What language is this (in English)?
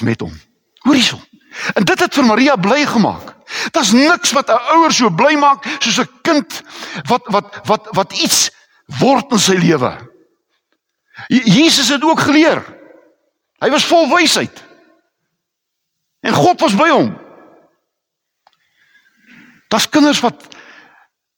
Afrikaans